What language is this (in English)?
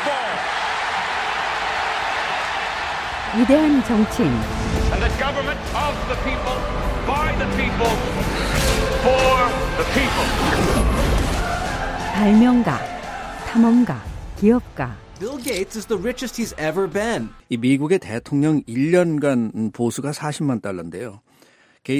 Korean